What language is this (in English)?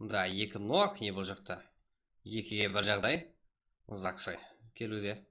Kara-Kalpak